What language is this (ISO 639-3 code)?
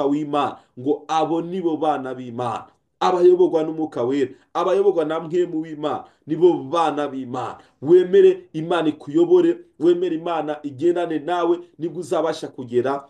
kin